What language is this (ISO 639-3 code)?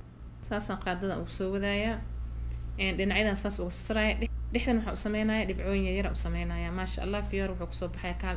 som